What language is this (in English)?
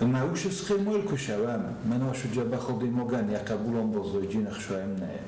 Ossetic